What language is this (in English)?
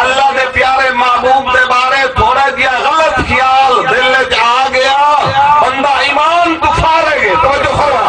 Saraiki